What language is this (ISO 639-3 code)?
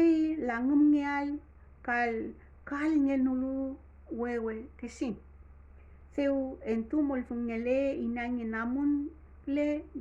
arn